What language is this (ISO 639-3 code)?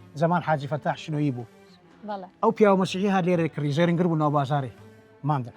ckb